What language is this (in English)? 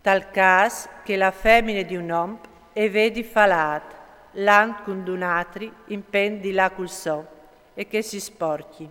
Friulian